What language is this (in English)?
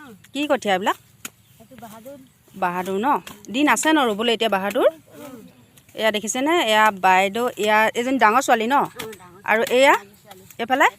Assamese